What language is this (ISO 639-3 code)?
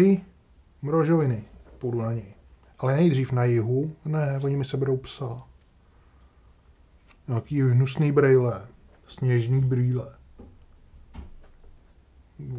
ces